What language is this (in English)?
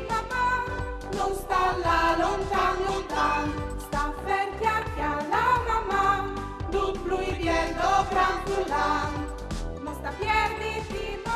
Friulian